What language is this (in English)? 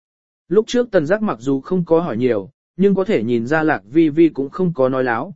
Vietnamese